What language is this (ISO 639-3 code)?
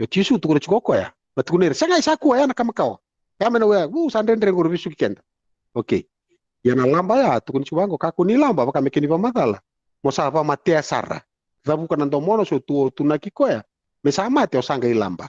fij